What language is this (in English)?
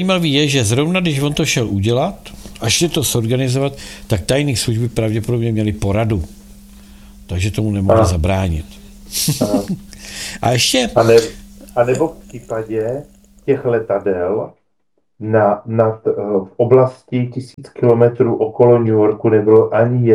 Czech